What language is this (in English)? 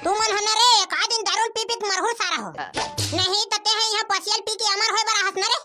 Chhattisgarhi